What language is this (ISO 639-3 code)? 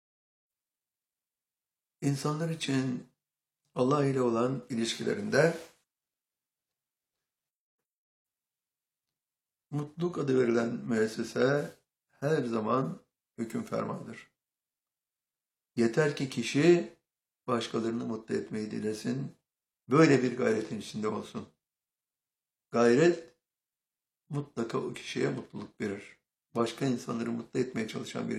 tur